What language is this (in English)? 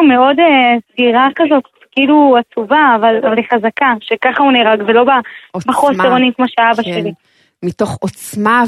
Hebrew